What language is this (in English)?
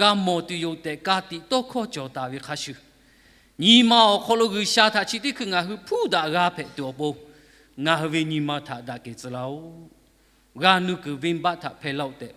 Lahu